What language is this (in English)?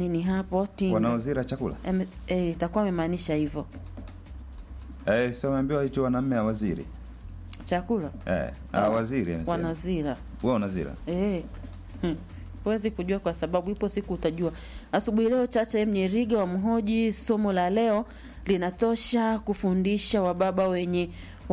Swahili